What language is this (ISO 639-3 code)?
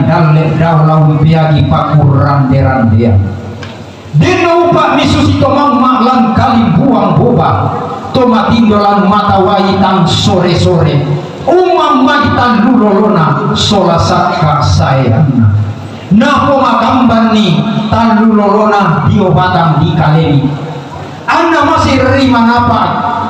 sda